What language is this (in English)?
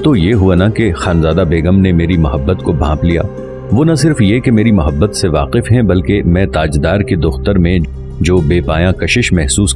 Urdu